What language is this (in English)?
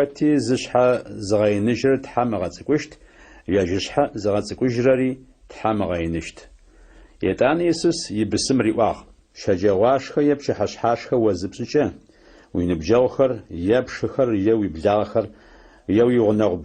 Adyghe